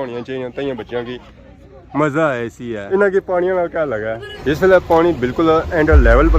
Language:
Pahari-Potwari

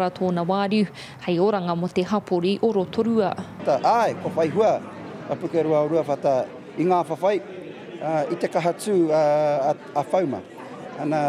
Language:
Māori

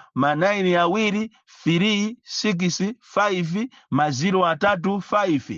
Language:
Nyanja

